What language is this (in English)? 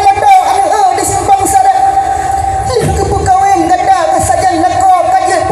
Achinese